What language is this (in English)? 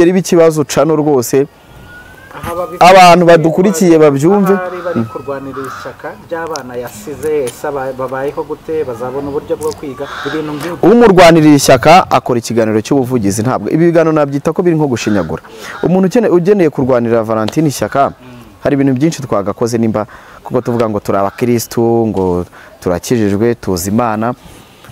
Kinyarwanda